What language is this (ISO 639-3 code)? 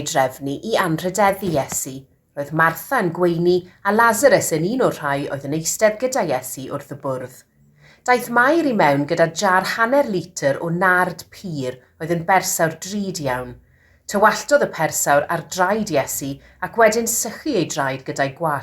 cym